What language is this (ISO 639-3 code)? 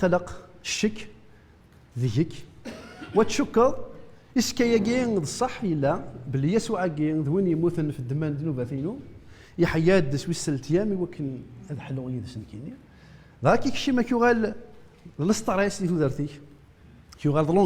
kab